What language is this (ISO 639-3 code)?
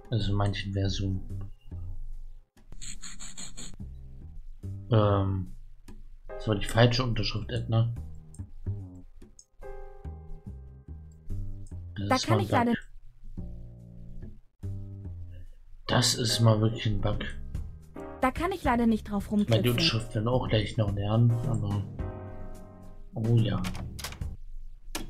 deu